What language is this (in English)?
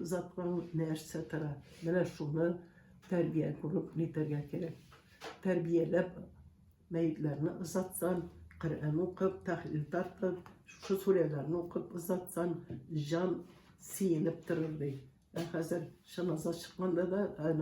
Tatar